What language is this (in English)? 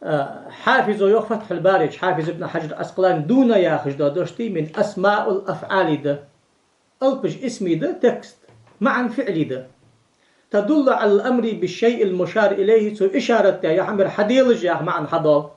Ingush